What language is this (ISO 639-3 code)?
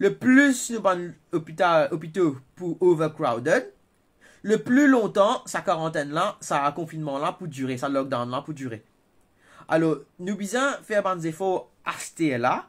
mfe